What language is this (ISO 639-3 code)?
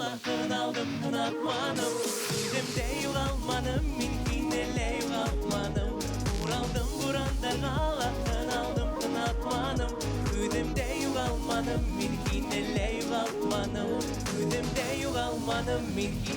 bak